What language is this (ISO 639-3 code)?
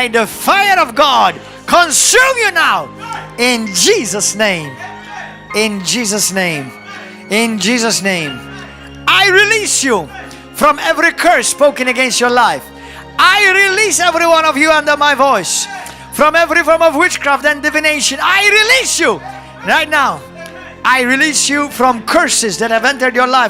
eng